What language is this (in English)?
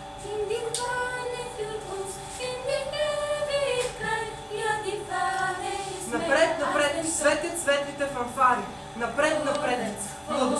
Bulgarian